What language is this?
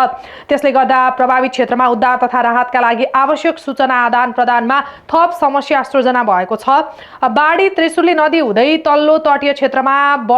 Nepali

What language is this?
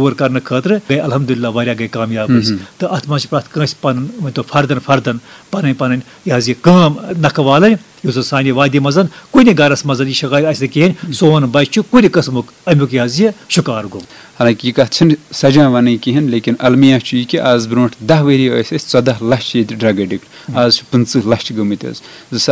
Kashmiri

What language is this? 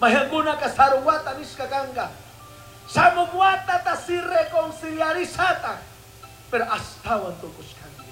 Chimborazo Highland Quichua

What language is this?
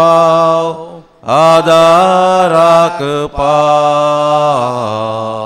Konkani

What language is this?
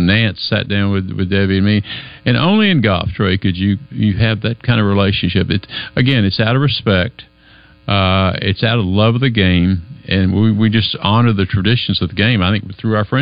English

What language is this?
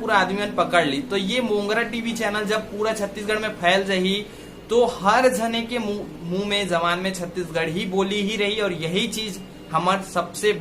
Chhattisgarhi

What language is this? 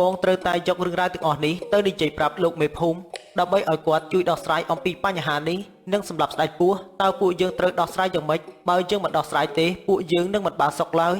Khmer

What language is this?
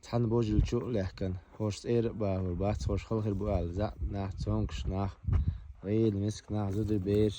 Chechen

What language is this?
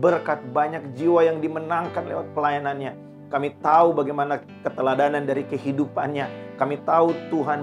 Indonesian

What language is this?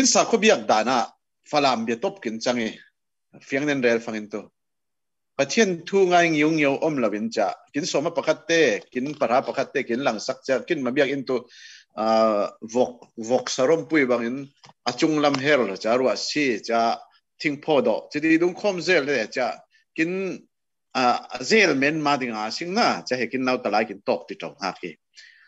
Falam Chin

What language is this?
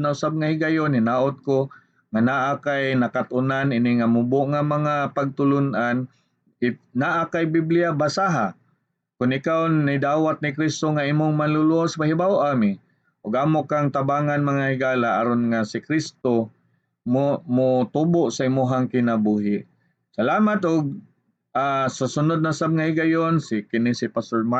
Cebuano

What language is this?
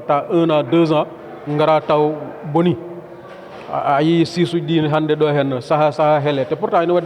Fula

